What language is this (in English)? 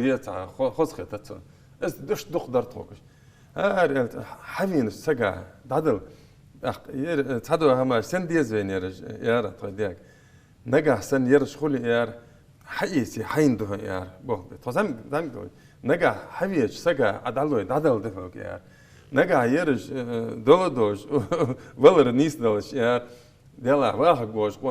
Ingush